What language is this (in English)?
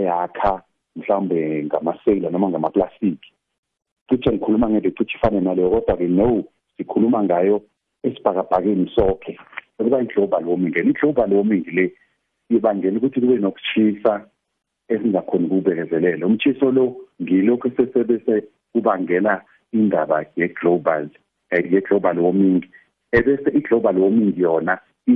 South Ndebele